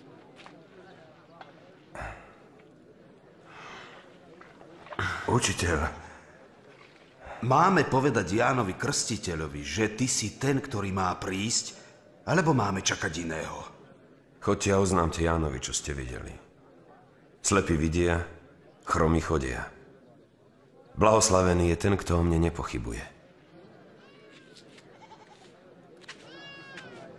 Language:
Slovak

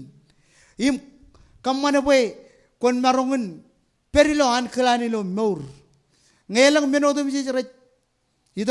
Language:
Marshallese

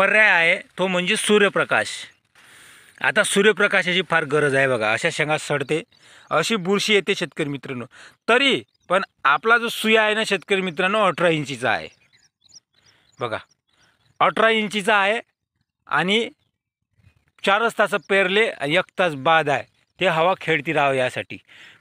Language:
Marathi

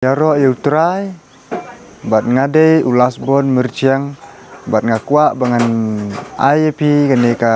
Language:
Khasi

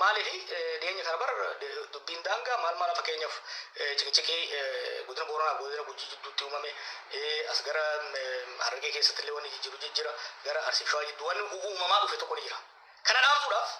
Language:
Oromo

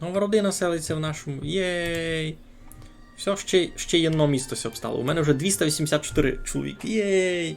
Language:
Rusyn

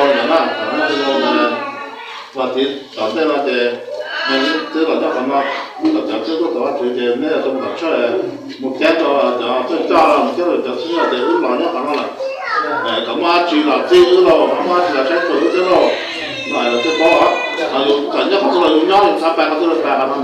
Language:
Hmong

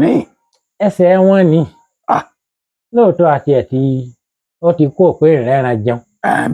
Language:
Yoruba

